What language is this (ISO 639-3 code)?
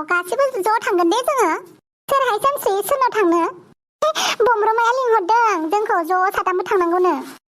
brx